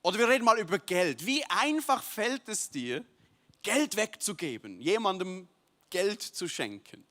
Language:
Swiss German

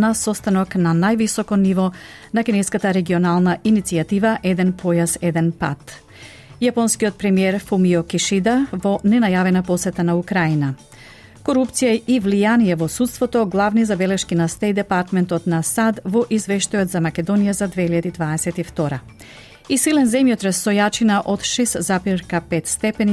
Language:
Macedonian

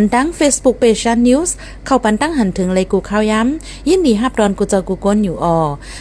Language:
Shan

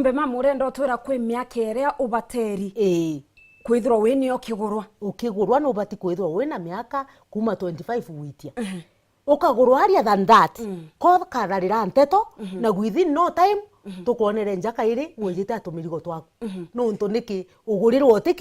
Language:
Meru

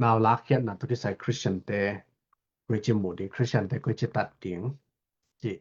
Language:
Tedim Chin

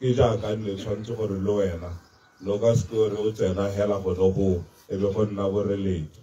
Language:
Tswana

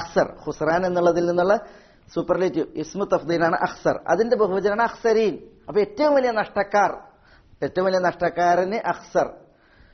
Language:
Malayalam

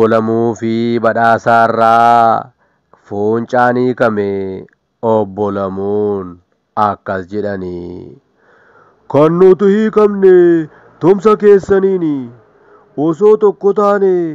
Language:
Oromo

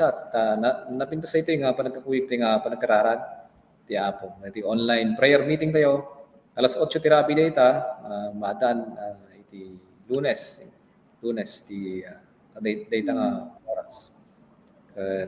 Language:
Iloko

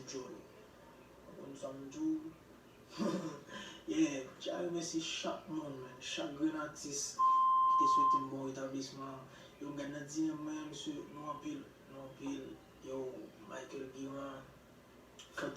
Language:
Haitian Creole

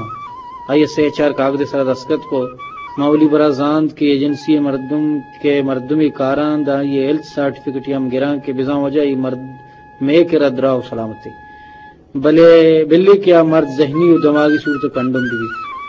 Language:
Eastern Balochi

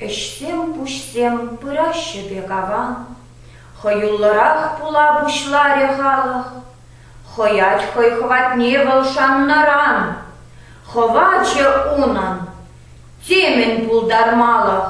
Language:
Chuvash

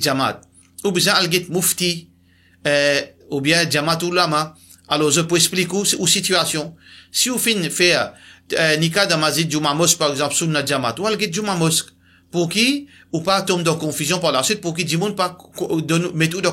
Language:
Morisyen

